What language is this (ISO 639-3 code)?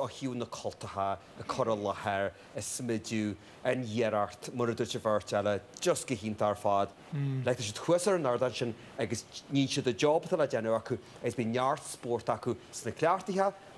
gle